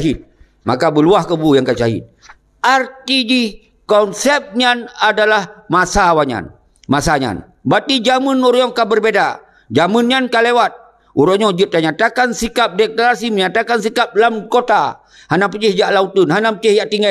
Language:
Achinese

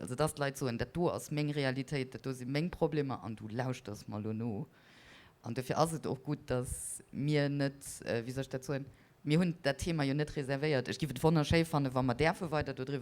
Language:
Luxembourgish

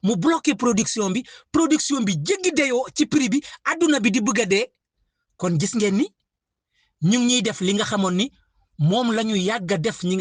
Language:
Wolof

